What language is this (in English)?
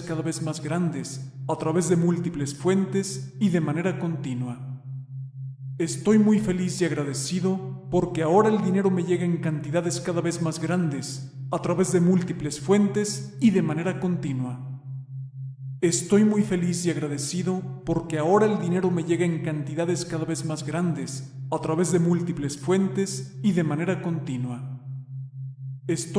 Spanish